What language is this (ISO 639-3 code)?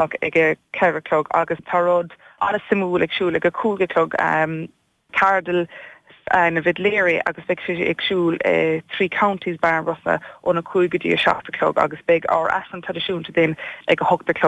gle